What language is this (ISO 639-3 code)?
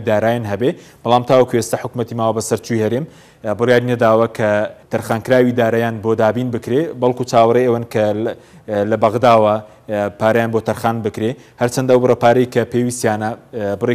ckb